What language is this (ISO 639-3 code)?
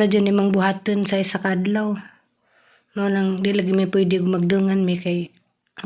ceb